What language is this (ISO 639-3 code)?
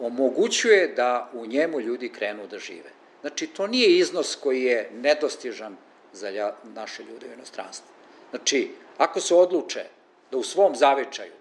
srp